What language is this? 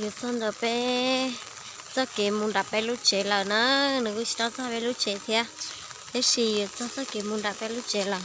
Hmong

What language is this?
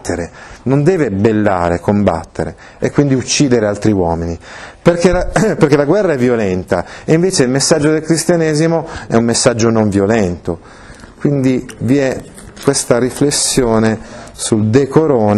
Italian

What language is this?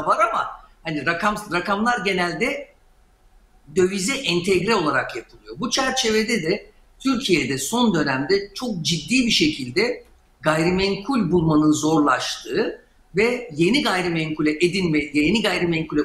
Turkish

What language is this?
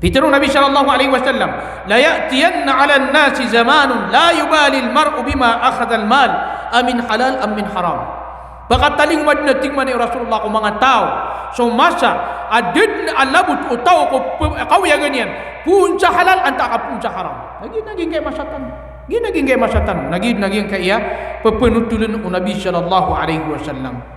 Maranao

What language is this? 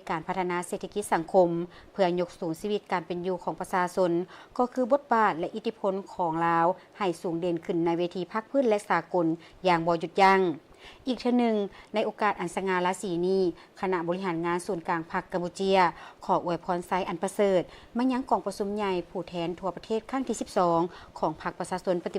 Lao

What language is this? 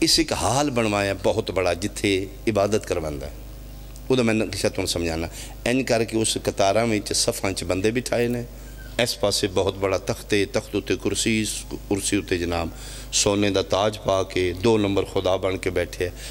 Pahari-Potwari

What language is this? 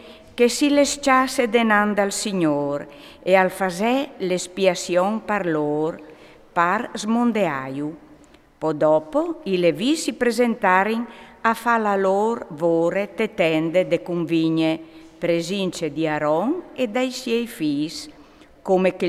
Friulian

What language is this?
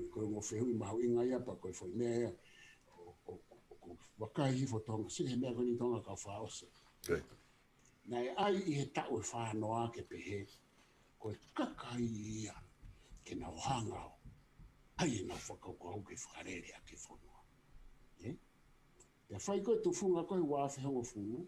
Tongan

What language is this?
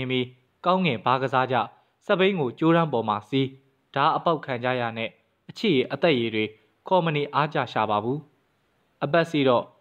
Burmese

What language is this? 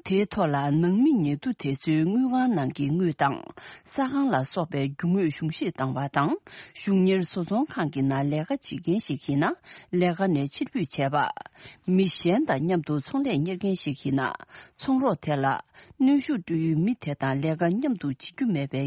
Tibetan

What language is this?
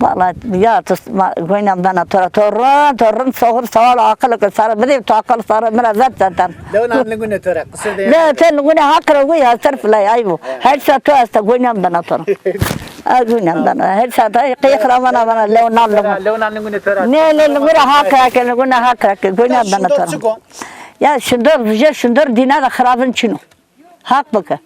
Zaza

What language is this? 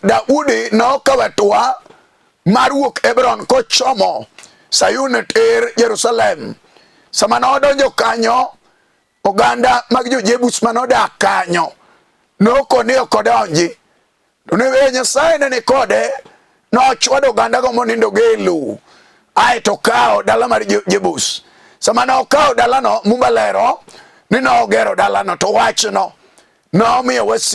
Luo (Kenya and Tanzania)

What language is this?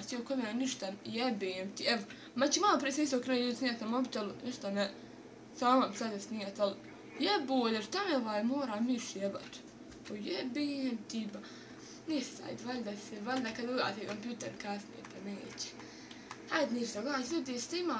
Bosnian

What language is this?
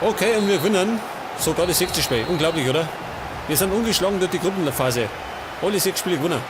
Bavarian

